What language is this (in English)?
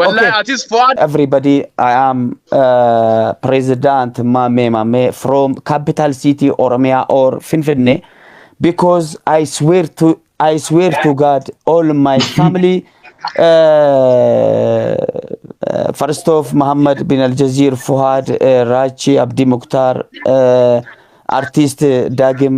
Oromo